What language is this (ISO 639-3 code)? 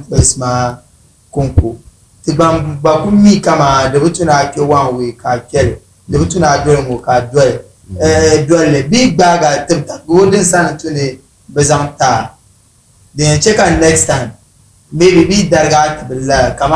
dag